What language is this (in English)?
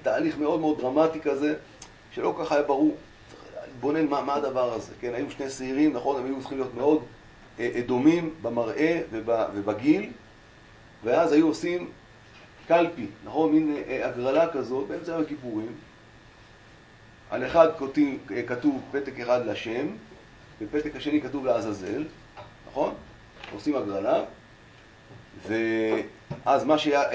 Hebrew